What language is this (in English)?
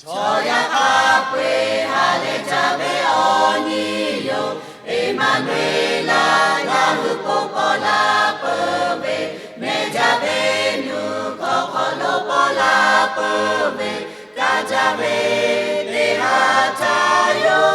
Lahu